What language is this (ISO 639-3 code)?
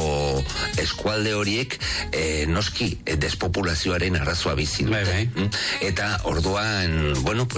eus